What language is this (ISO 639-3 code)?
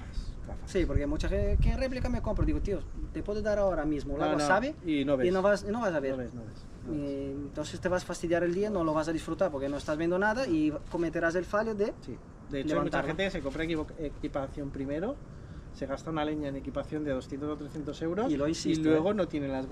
spa